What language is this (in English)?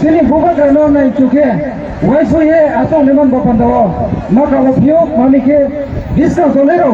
Kok Borok